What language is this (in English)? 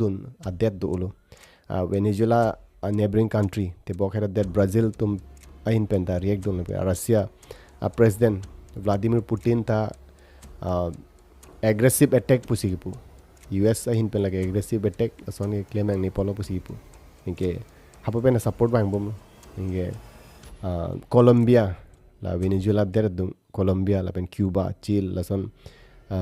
Karbi